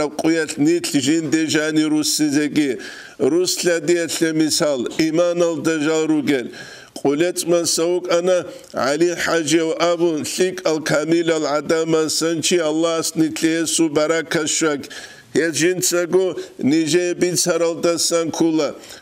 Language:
Avaric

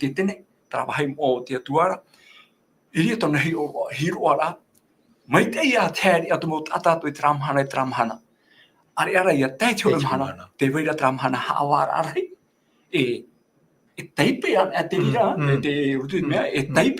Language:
Tahitian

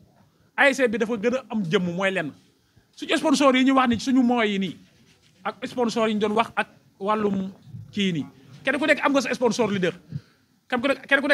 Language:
Wolof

